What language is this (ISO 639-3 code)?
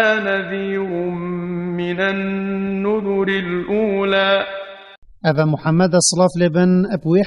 kur